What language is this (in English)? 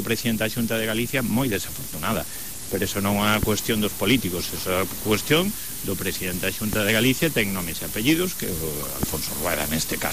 Galician